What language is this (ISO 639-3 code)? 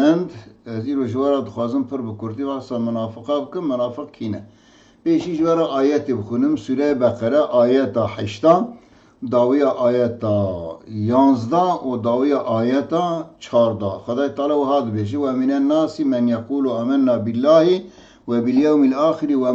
kur